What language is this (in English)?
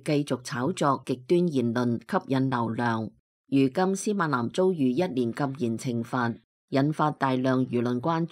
Cantonese